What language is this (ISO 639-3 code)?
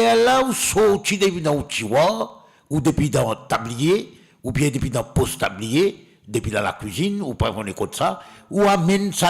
mfe